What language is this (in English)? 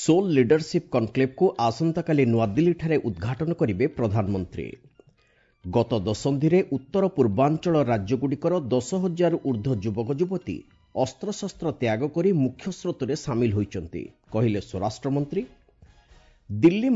Odia